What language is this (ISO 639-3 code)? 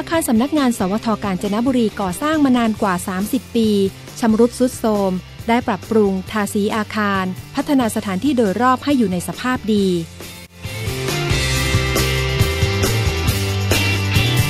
tha